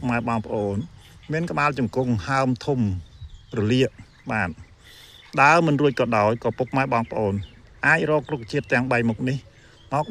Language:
Khmer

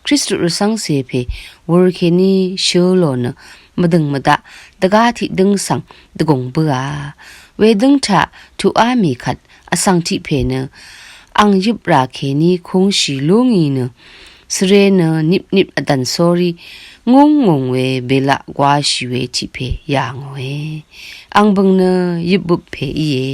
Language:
Rawang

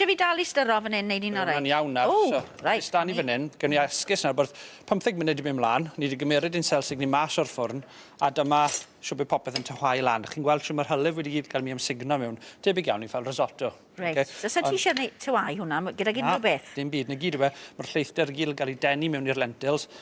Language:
Welsh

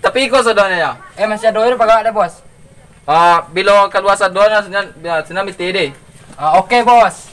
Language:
Minangkabau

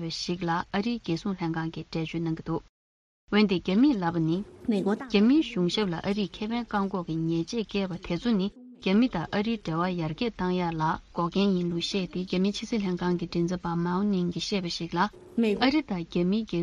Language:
Tibetan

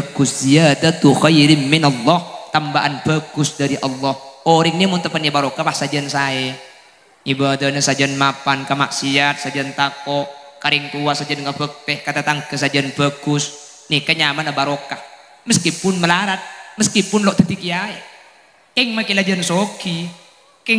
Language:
Madurese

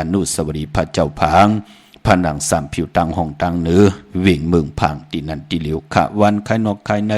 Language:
Shan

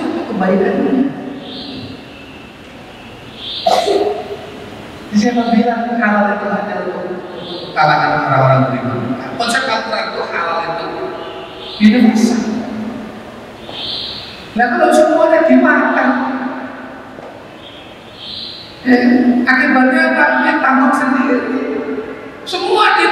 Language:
Indonesian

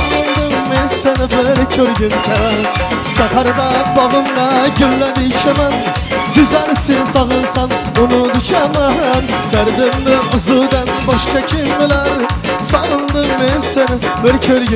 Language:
Turkmen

